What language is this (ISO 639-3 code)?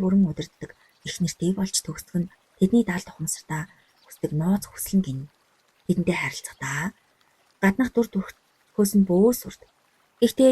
mon